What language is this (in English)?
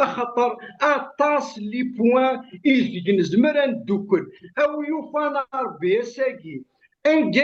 Kabyle